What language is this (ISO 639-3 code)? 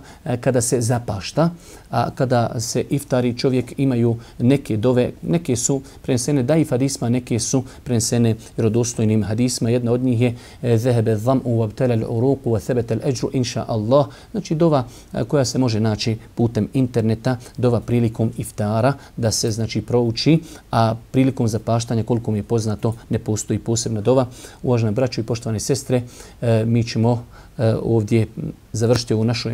bos